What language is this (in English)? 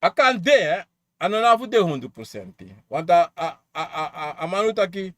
Sranan Tongo